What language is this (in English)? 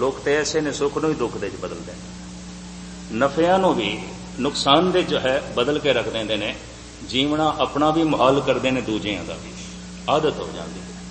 Punjabi